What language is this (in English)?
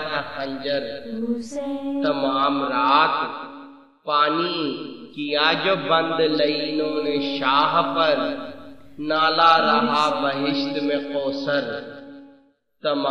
Urdu